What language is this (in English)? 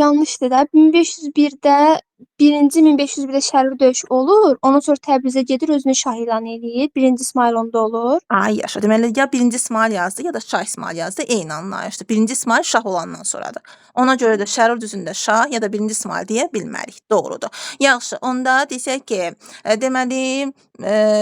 Azerbaijani